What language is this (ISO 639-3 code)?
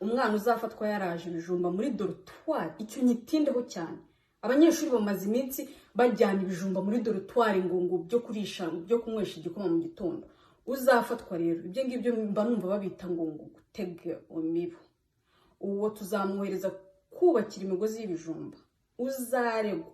kin